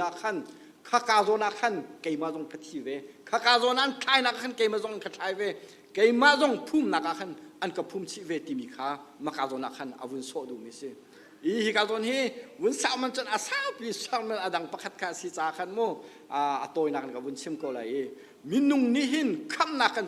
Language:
Hakha Chin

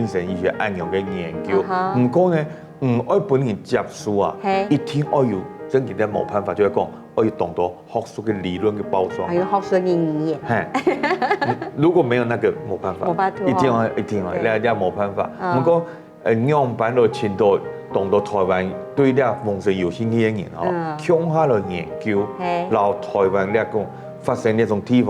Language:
Hakka Chinese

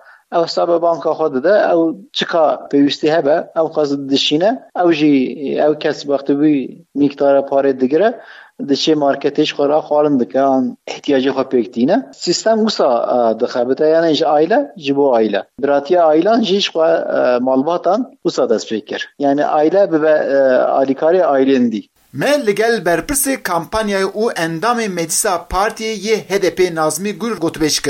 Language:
Kurdish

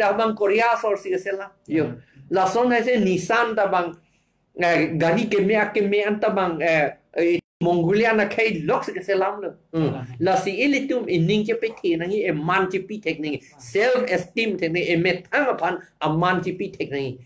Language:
Karbi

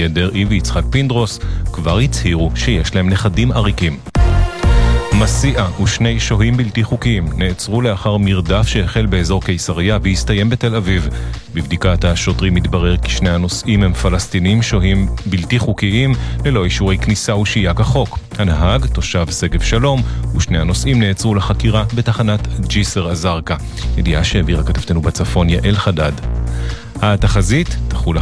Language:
Hebrew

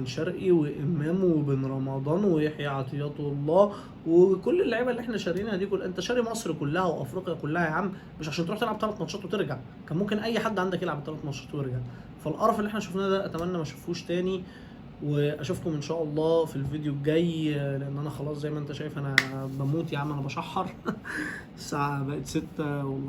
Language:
Egyptian Arabic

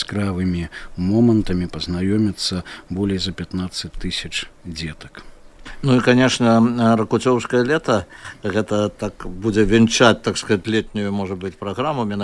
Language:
Belarusian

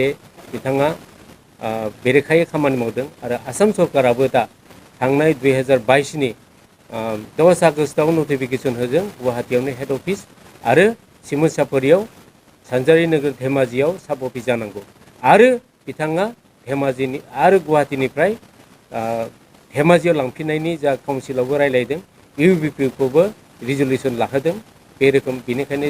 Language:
Bodo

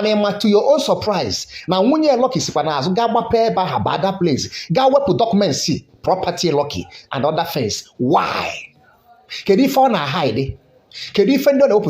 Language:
Igbo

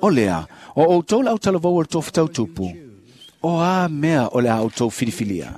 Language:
Samoan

